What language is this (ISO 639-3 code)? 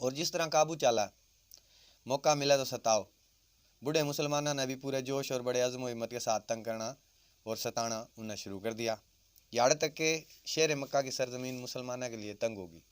bgc